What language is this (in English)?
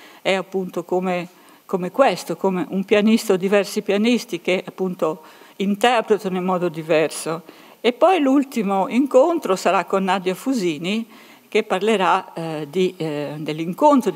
Italian